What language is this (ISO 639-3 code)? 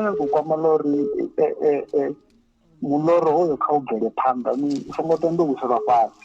ven